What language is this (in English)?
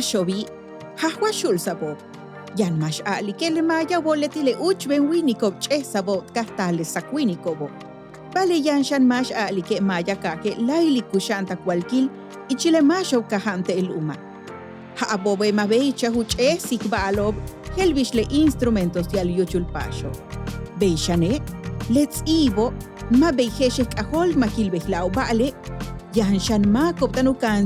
Yucateco